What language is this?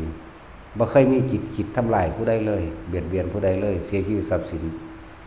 Northeastern Thai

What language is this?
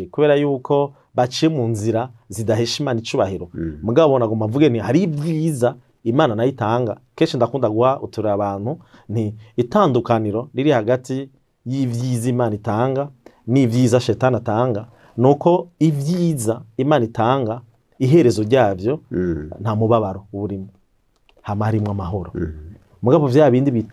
Rundi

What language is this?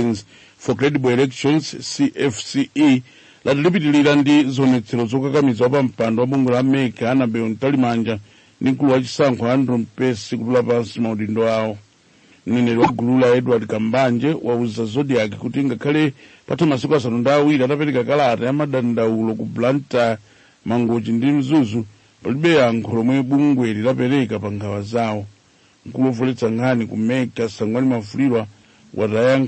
Nyanja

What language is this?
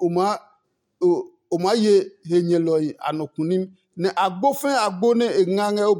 Adangme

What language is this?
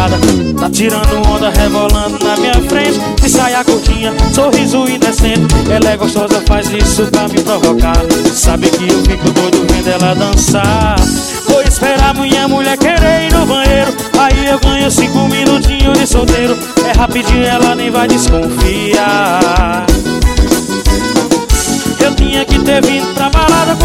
Portuguese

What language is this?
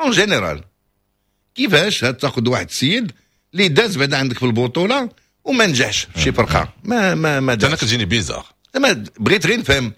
Moroccan Arabic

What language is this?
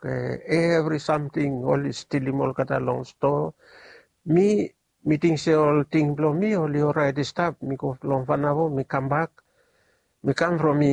Bislama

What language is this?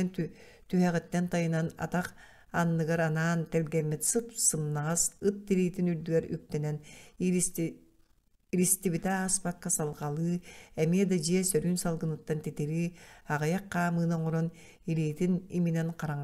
Yakut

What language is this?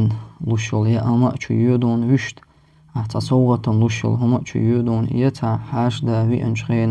Chechen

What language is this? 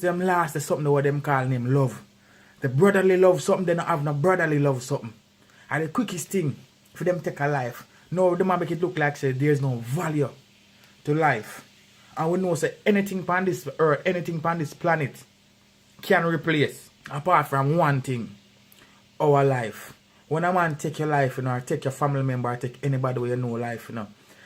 Jamaican Creole English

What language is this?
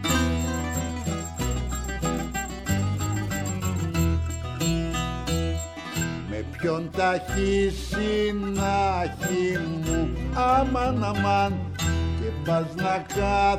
Greek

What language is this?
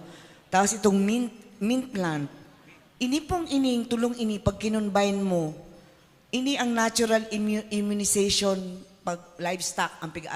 Bikol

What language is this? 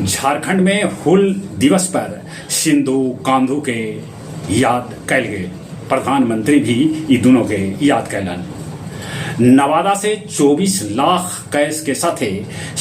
Magahi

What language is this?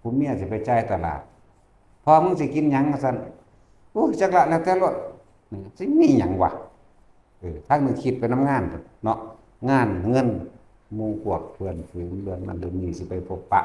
Northeastern Thai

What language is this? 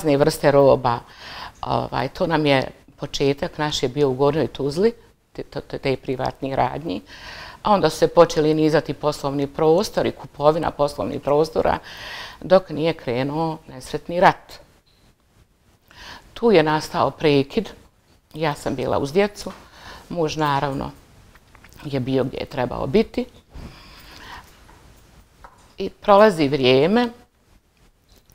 Bosnian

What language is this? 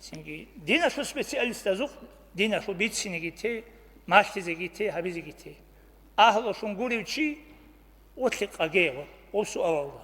Avaric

